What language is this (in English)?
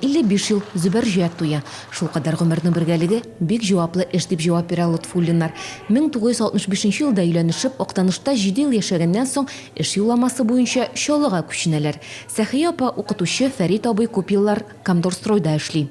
Tatar